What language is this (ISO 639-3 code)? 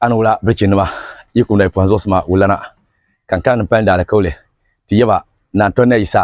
dag